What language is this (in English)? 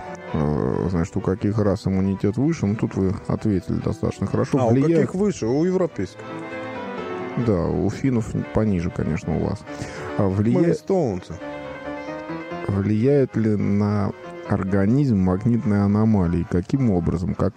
Russian